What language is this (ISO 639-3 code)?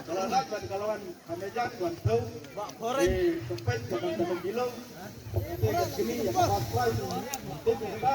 kha